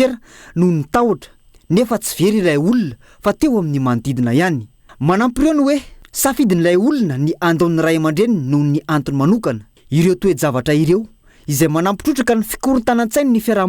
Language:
Malagasy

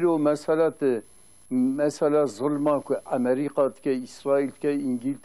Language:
Kurdish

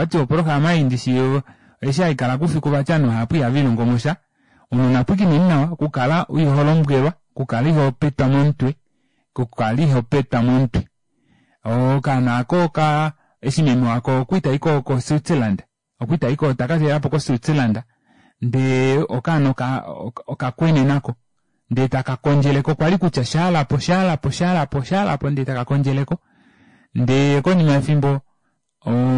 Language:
Kuanyama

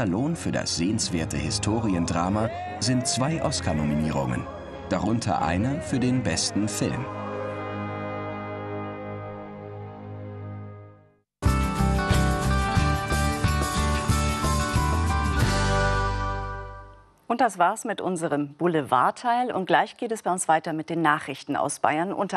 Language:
German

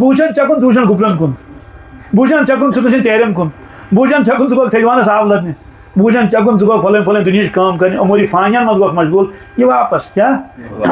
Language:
Kashmiri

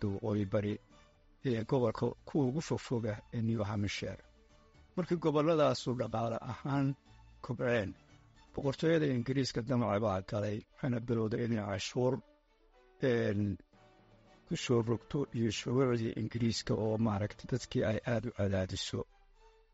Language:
Somali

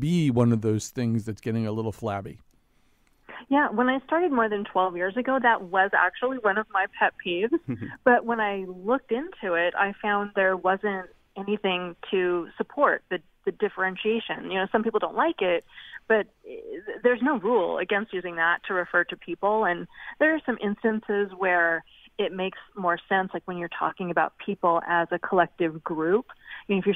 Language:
English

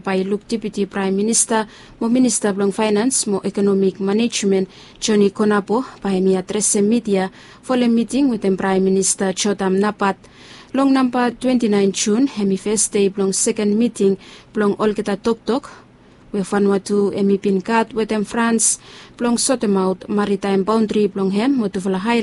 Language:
Bislama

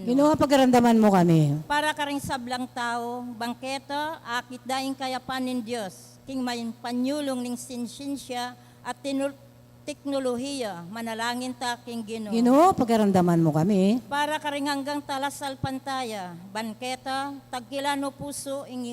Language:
Pampanga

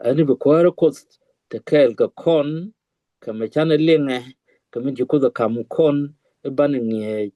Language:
Nuer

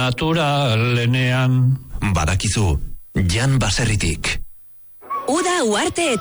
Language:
Basque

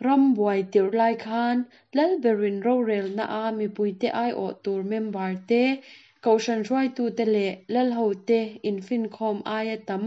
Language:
Mizo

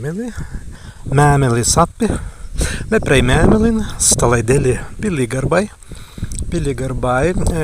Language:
Prussian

